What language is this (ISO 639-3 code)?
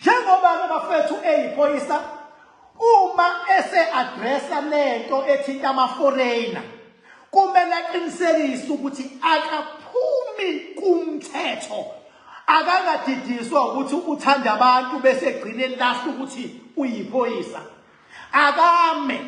zul